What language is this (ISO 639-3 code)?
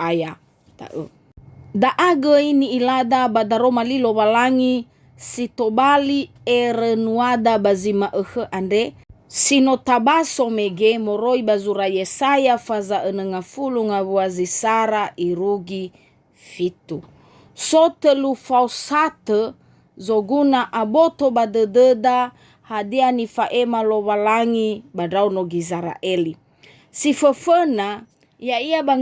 nia